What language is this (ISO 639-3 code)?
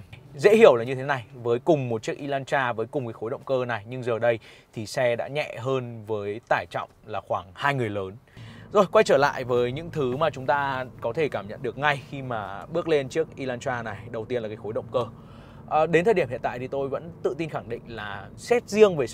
vie